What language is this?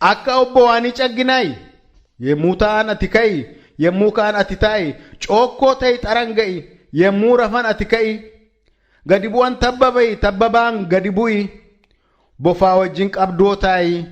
Oromo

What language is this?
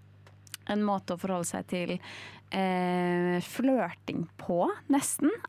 Norwegian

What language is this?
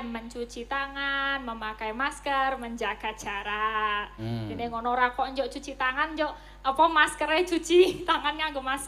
Javanese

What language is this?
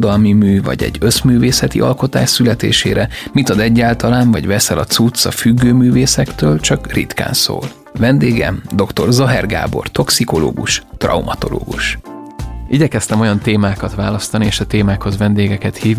Hungarian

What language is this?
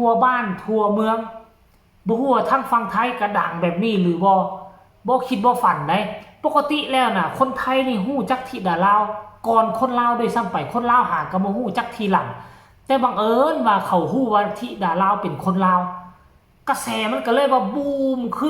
Northeastern Thai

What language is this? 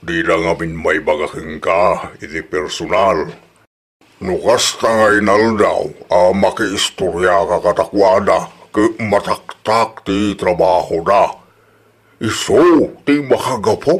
Iloko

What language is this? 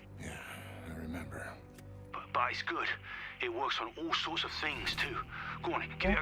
Kara-Kalpak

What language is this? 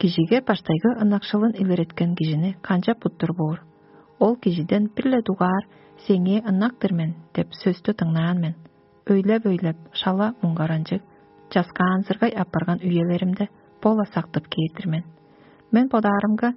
Tuvinian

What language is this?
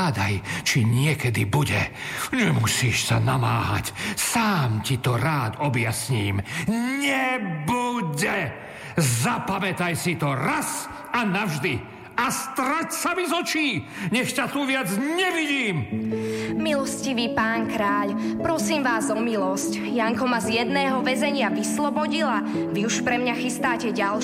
Slovak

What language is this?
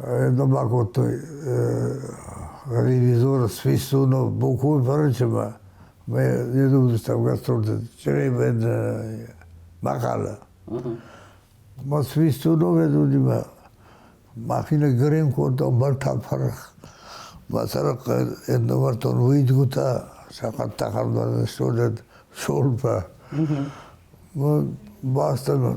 Ossetic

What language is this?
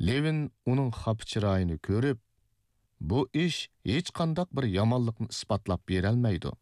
Uyghur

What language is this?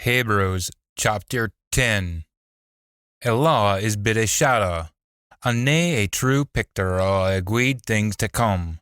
Scots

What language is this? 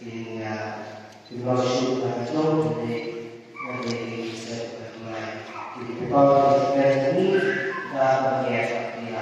Khasi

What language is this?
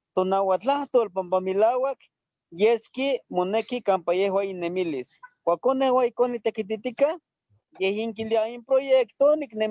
Eastern Huasteca Nahuatl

